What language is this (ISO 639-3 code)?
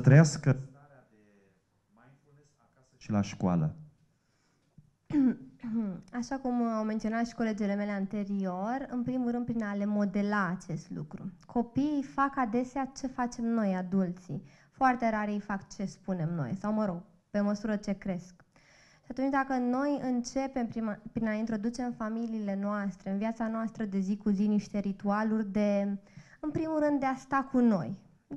ron